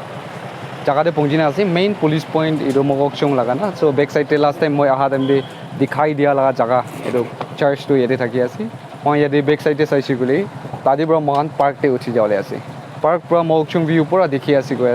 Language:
Naga Pidgin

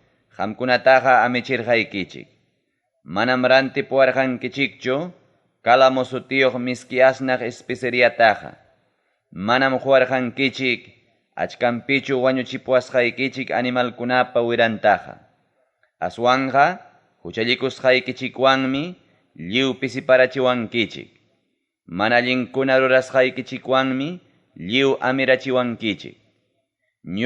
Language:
Ayacucho Quechua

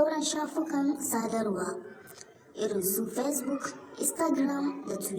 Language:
Hausa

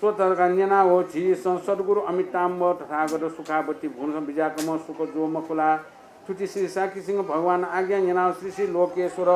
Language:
Newari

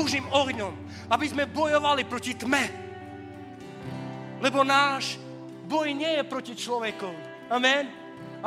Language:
Slovak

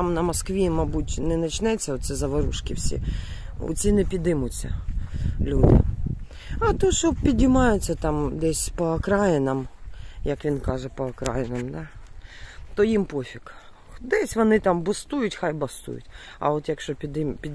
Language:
Ukrainian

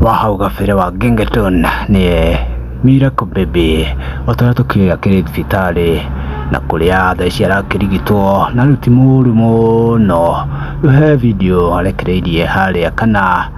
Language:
Kikuyu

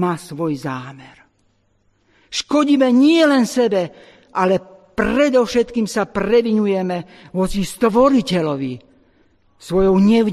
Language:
Slovak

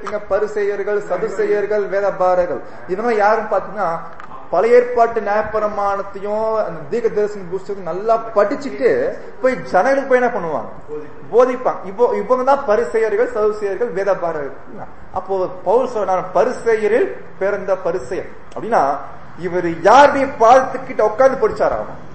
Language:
Tamil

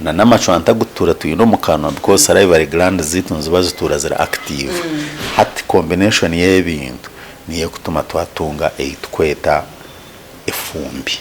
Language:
Nyankole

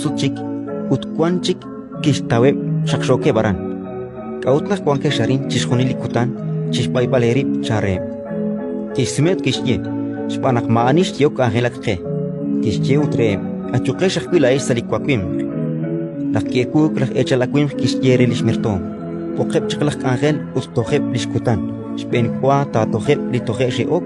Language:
Kekchí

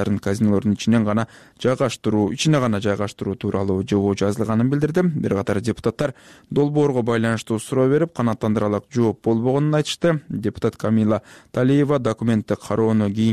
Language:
Kyrgyz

